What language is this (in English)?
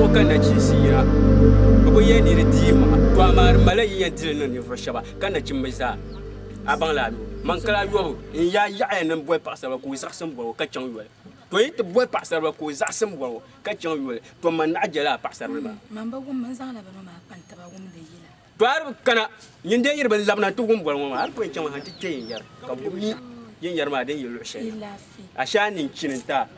Dagbani